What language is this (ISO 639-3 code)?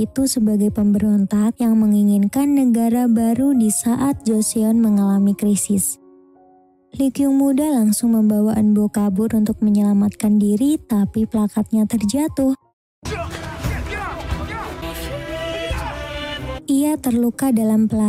ind